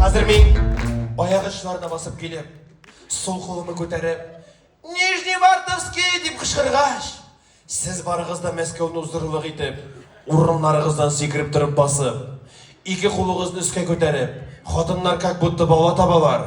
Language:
Bashkir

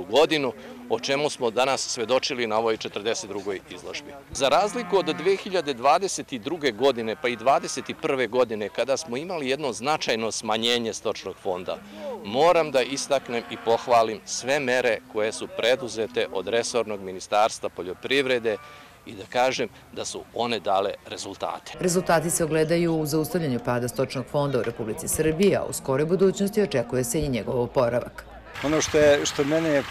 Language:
Serbian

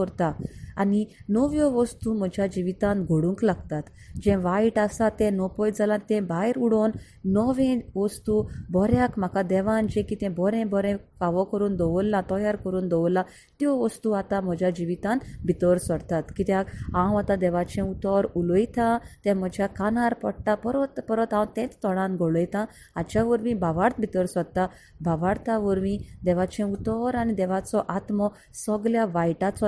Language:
Konkani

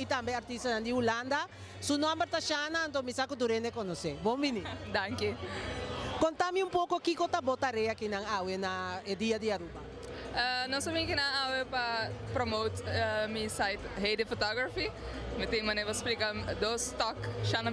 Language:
Papiamento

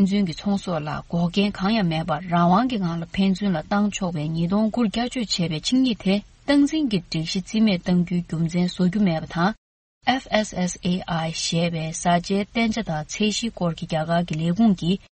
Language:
Tibetan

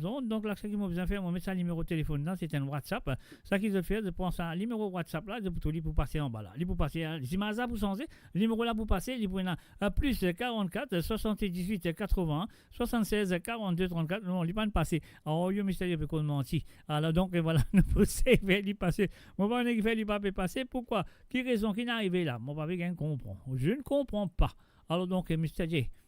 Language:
Morisyen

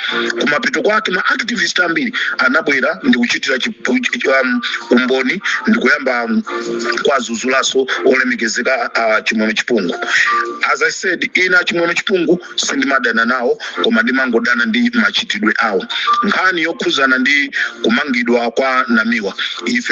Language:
Nyanja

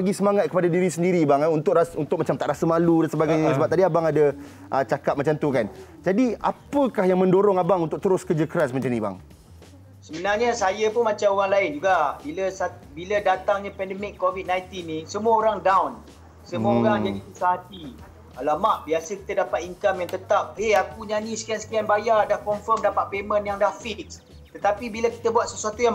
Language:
Malay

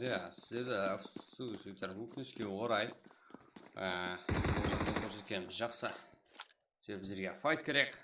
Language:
Kara-Kalpak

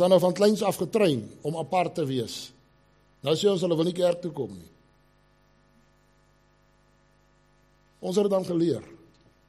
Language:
Afrikaans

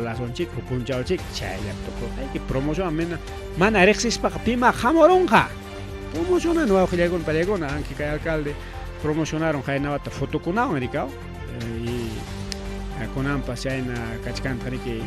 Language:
Ayacucho Quechua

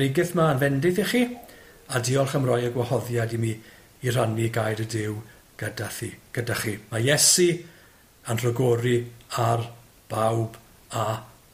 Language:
Welsh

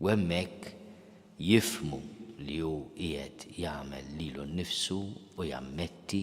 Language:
Maltese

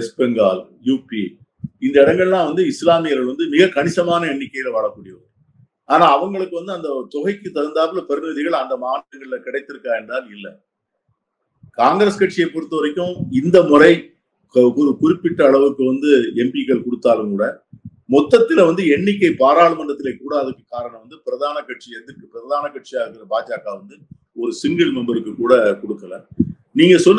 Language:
Tamil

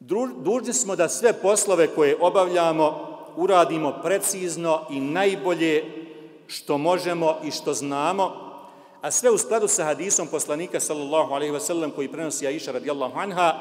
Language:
Bosnian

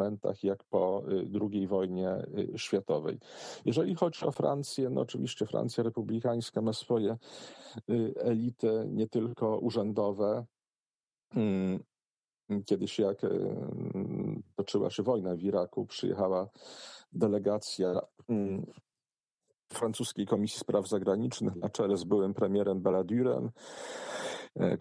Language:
Polish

